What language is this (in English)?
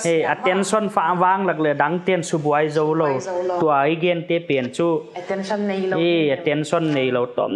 Paite Chin